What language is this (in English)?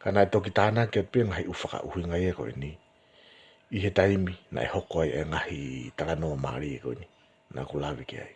Tongan